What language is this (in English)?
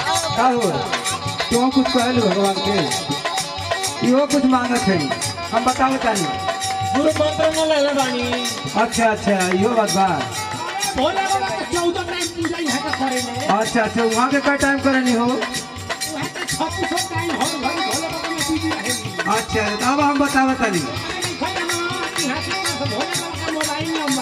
Bhojpuri